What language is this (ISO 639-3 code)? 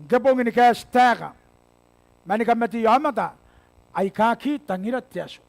gil